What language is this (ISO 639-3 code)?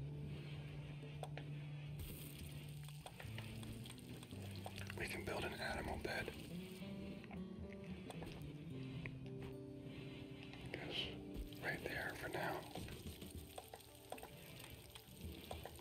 eng